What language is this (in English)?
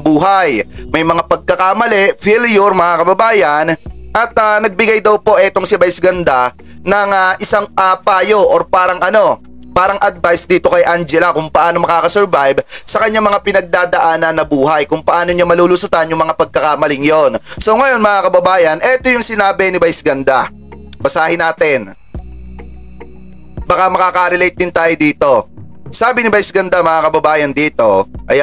Filipino